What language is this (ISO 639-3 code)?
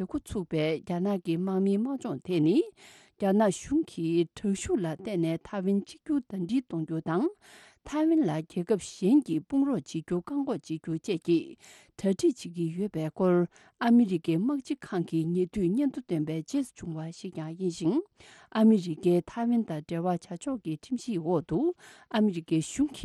bod